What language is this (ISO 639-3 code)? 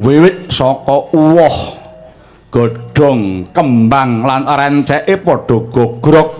jav